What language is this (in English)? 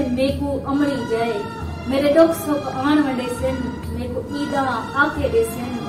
Saraiki